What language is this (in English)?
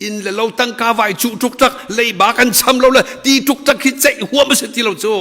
Hakha Chin